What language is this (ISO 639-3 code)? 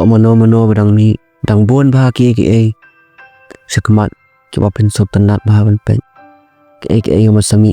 kha